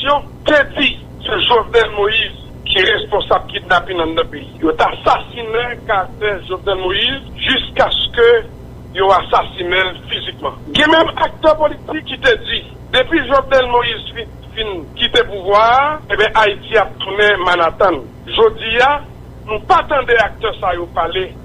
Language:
Haitian Creole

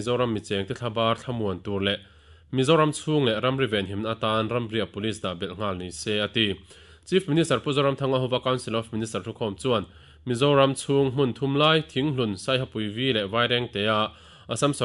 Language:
Mizo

